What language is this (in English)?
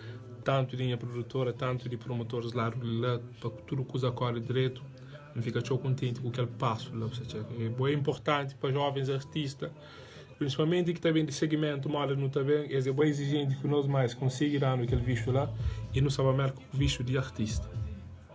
Kabuverdianu